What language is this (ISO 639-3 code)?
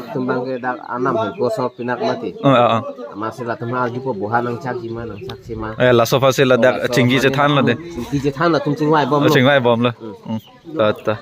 mjw